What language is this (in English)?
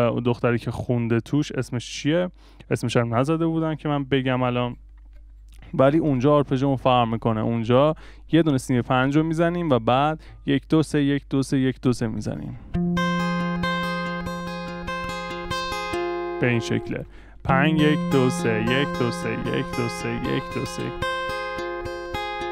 Persian